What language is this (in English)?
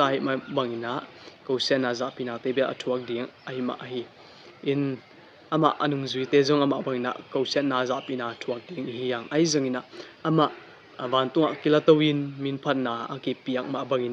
Tedim Chin